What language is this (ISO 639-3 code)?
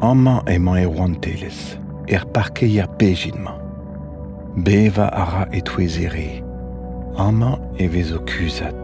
bre